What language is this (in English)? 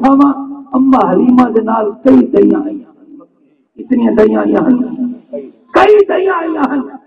Saraiki